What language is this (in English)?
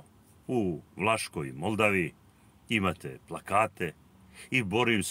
Serbian